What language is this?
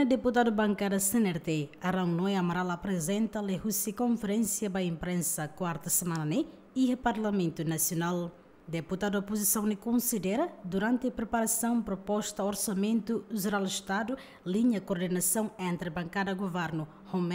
Tetum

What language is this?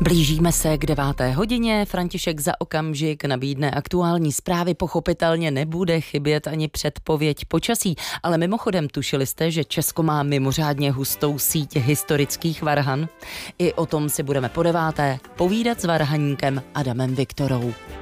Czech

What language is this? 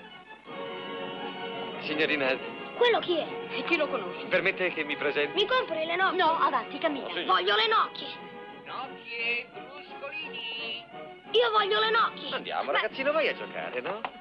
Italian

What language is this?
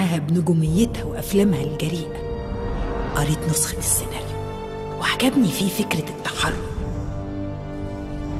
Egyptian Arabic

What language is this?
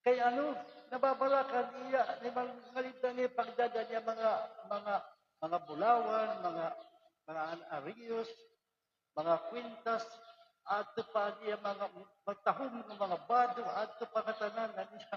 Waray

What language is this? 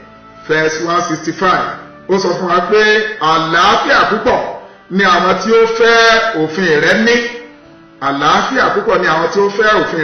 Yoruba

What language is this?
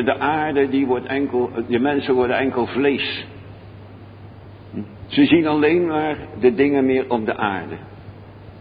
Dutch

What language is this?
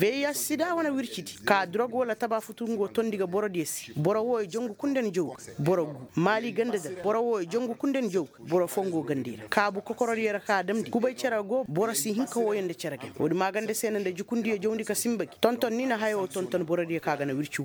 Koyraboro Senni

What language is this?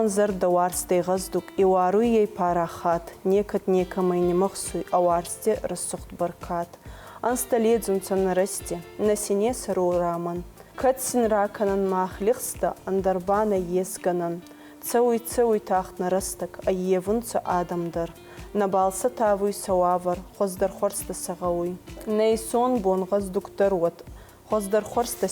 Ossetic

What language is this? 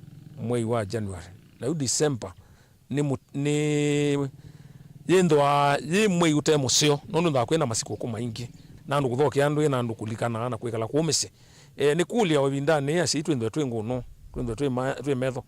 Kamba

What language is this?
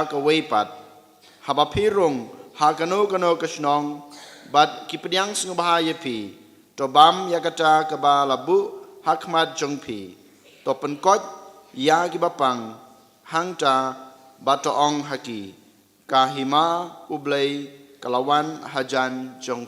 Khasi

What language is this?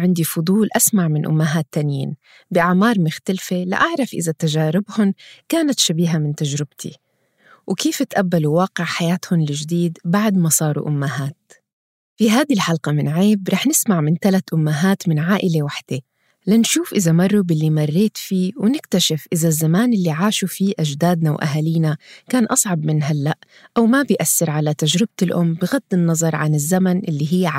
North Levantine Arabic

